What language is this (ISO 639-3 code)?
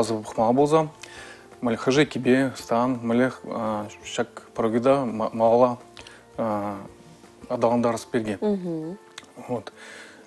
chv